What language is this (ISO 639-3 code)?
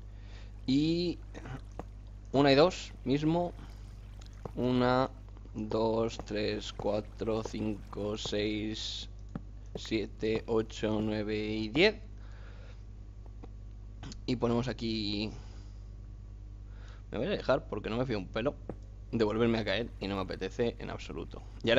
spa